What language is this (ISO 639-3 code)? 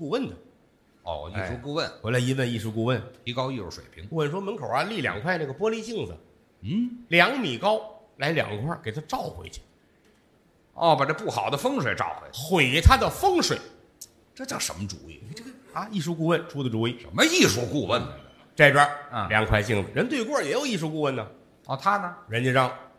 zho